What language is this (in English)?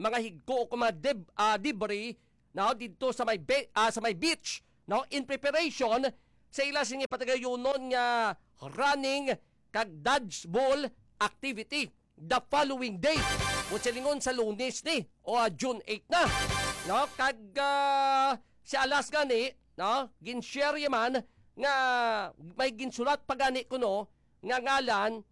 Hiligaynon